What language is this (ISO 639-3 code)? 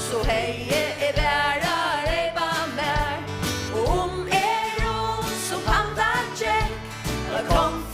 fao